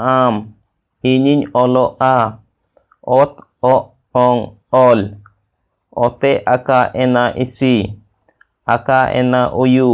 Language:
Santali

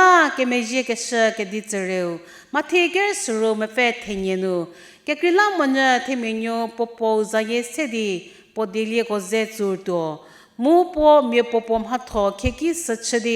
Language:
Angami Naga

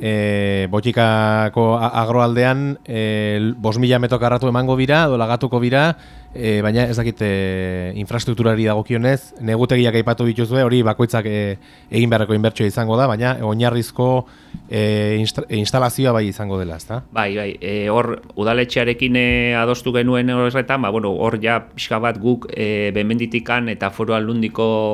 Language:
Basque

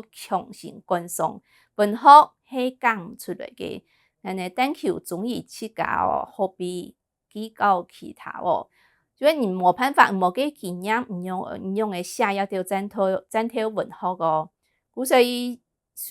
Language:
Hakka Chinese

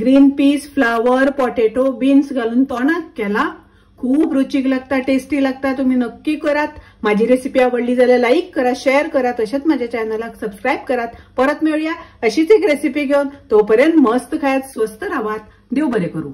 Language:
Konkani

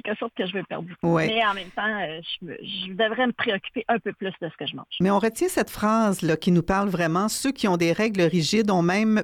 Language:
French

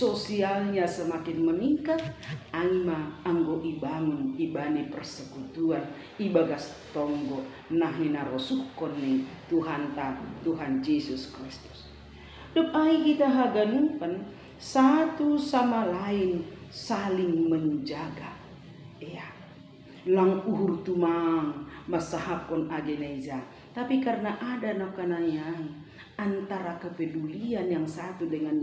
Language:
Batak Simalungun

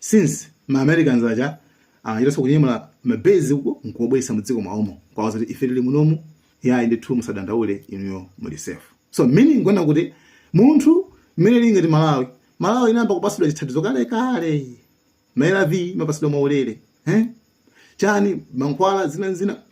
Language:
Nyanja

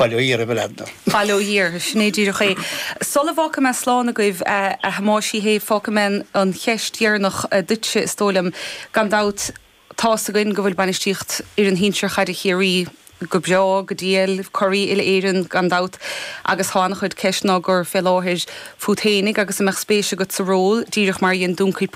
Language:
Irish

